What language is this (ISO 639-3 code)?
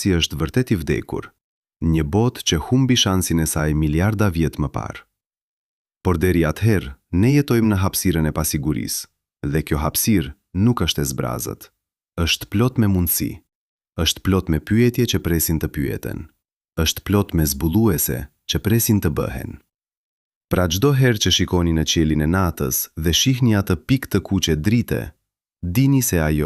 sqi